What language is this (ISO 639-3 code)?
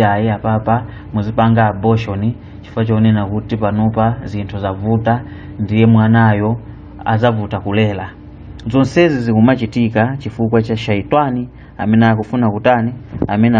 nya